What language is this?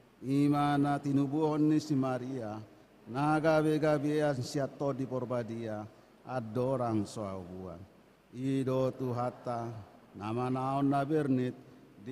Batak Toba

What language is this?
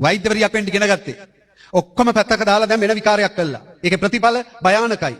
Sinhala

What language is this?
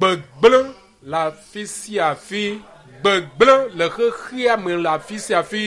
Ewe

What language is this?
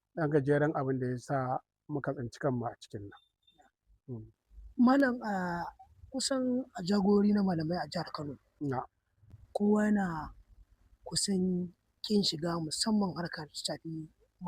Hausa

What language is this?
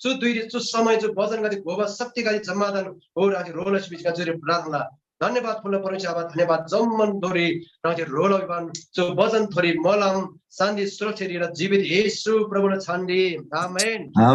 Eastern Tamang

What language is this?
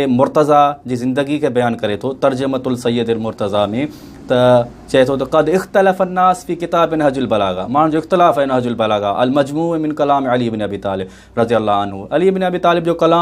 Sindhi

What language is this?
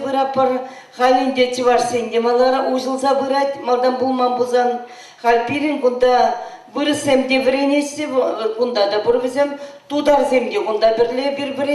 Chuvash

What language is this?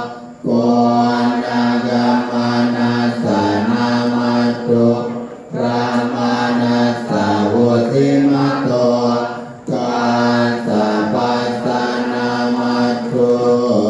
Pali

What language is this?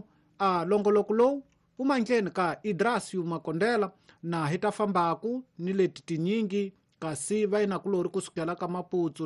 Tsonga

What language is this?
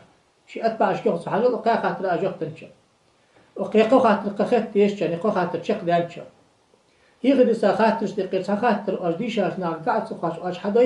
Ingush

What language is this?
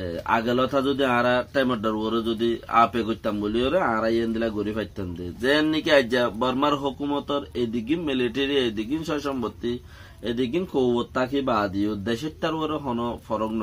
Rohingya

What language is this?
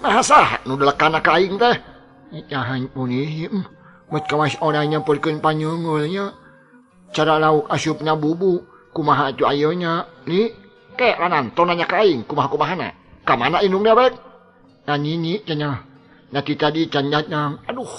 Sundanese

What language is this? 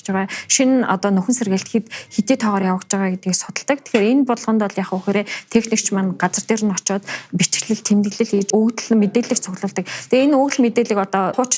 Mongolian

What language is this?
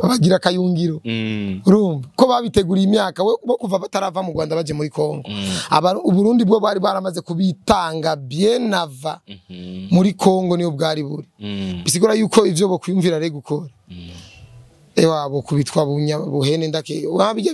Rundi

